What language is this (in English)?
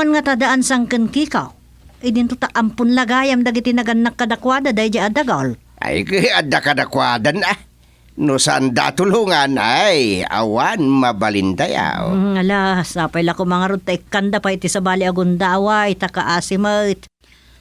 Iloko